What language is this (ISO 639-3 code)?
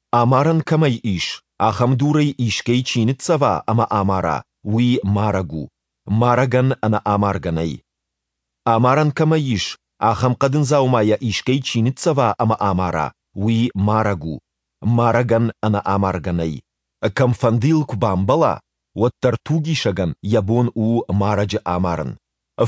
oss